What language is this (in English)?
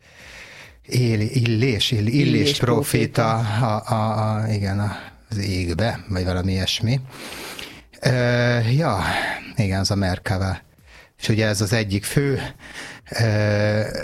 Hungarian